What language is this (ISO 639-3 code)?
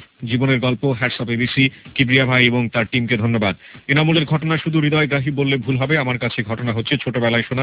ben